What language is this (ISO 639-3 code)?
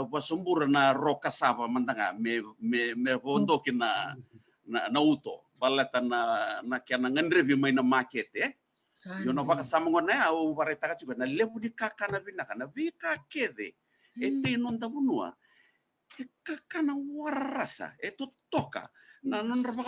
fij